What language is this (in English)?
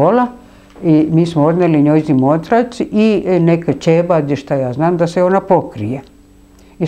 Serbian